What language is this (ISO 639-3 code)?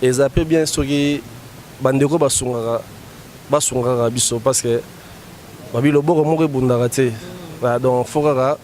lin